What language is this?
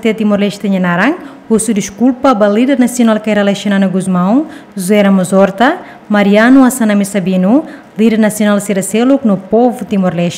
Tetum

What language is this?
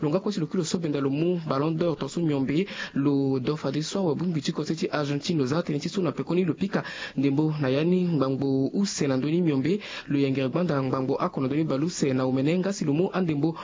Sango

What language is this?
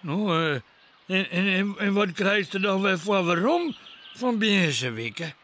Western Frisian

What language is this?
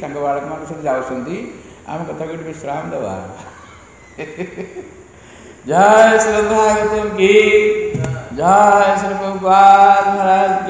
Odia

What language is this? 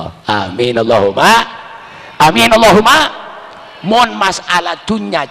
Madurese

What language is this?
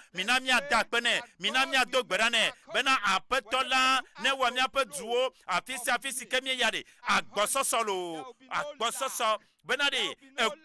Ewe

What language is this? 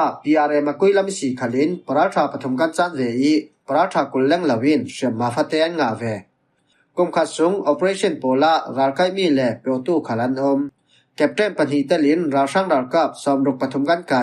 Falam Chin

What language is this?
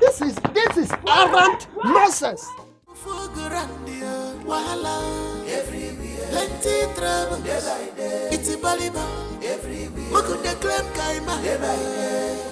Nigerian Pidgin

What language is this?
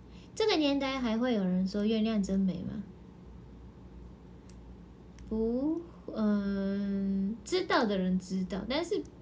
Chinese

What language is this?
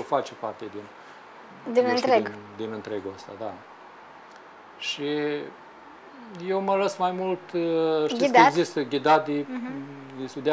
Romanian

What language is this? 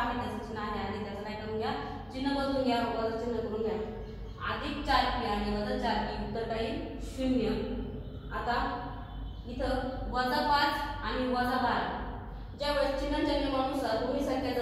Marathi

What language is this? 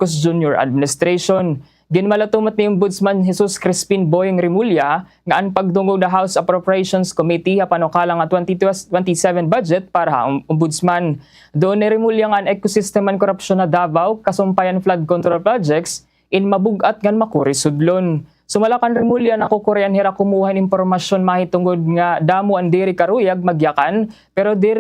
Waray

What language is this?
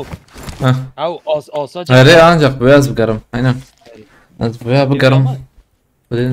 Kurdish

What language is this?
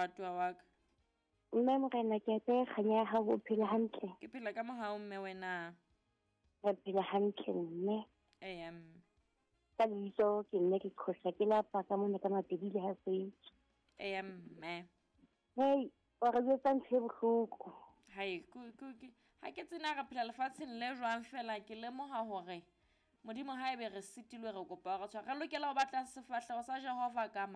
Southern Sotho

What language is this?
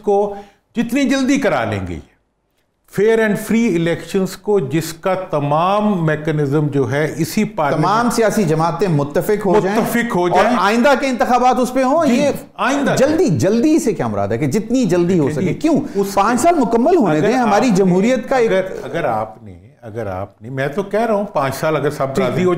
Urdu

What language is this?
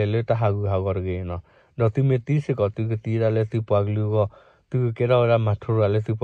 S'gaw Karen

